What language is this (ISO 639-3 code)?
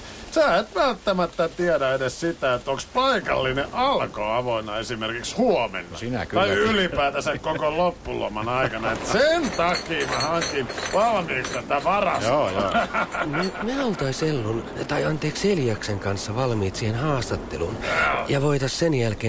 fin